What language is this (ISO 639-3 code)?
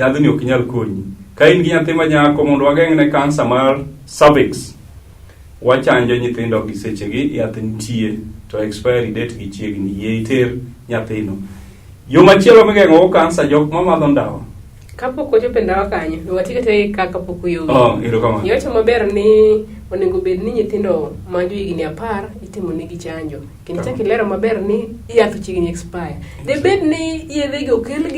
luo